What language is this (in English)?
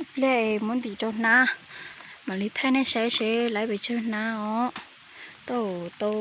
Hmong